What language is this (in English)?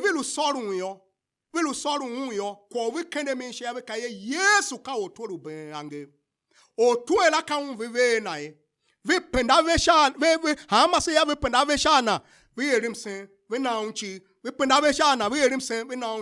Tiv